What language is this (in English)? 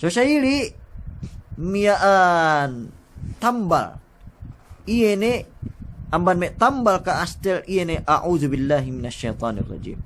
Yakan